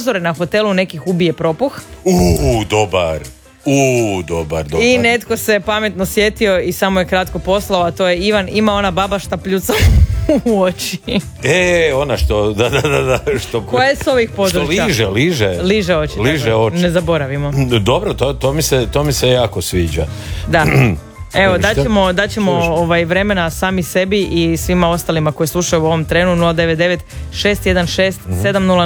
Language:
Croatian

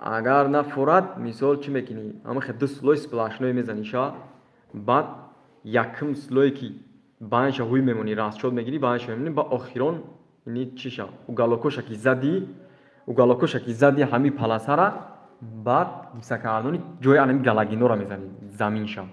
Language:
Tajik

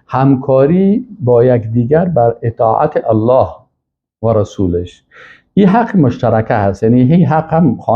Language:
Persian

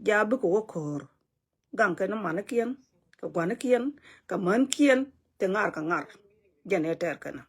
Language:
Nuer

